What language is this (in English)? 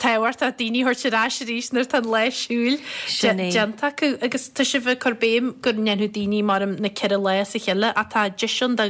Irish